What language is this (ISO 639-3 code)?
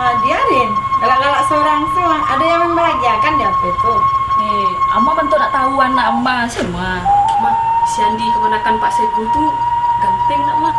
min